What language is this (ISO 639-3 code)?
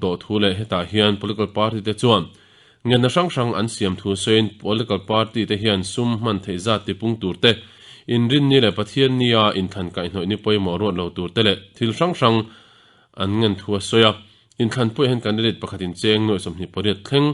lus